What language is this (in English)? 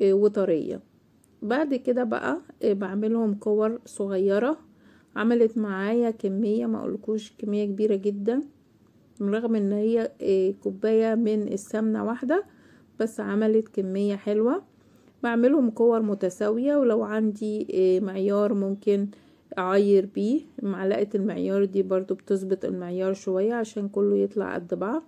Egyptian Arabic